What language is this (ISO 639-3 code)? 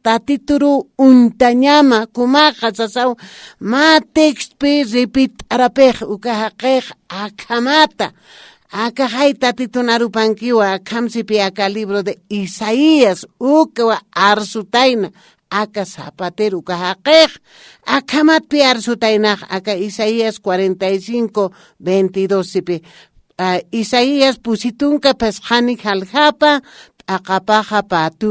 aym